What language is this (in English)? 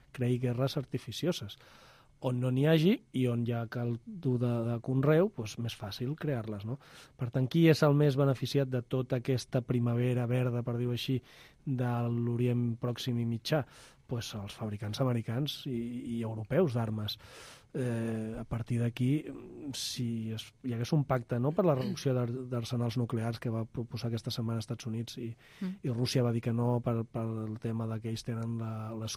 Catalan